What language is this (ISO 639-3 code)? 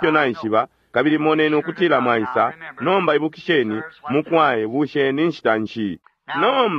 bem